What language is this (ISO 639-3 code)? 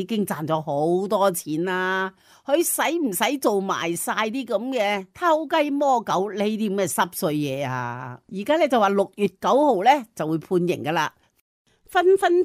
yue